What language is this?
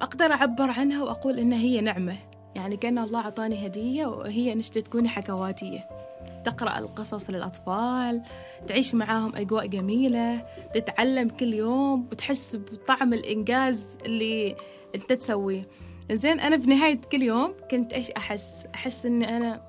Gulf Arabic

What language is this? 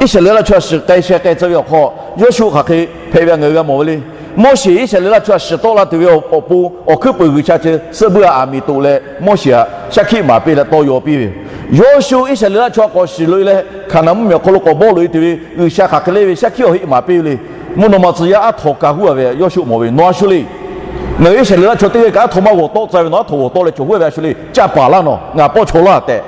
Lahu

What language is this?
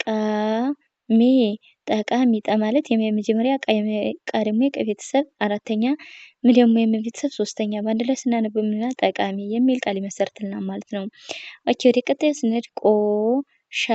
Amharic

